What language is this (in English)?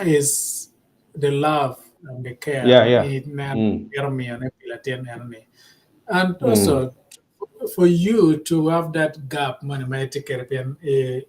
Acoli